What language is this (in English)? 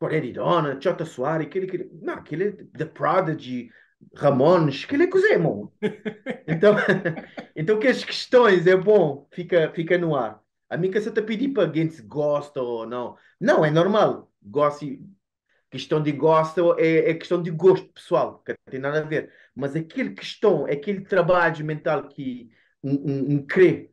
Kabuverdianu